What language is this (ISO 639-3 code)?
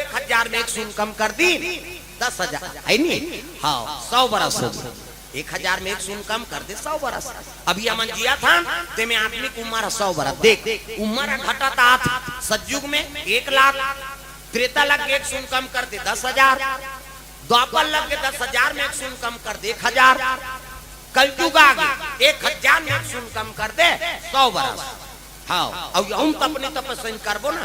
hne